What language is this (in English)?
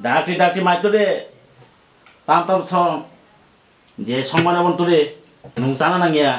Kok Borok